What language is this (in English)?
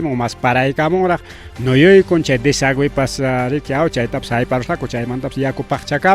Ayacucho Quechua